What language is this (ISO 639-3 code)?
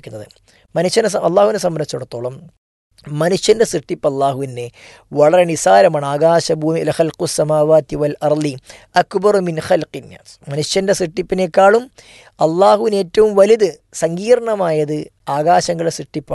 mal